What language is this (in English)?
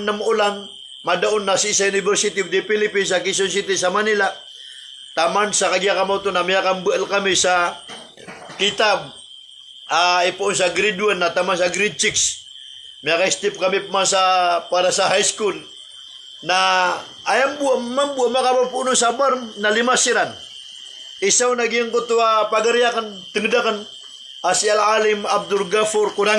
Maranao